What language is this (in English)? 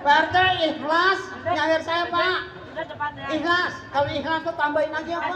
Betawi